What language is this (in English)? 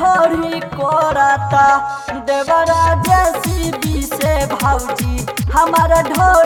Bhojpuri